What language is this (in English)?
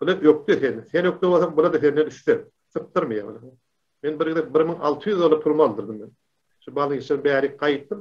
Turkmen